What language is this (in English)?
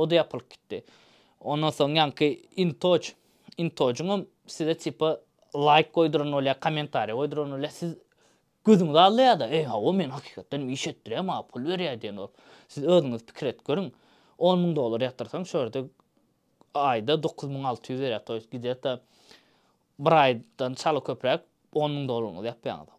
Turkmen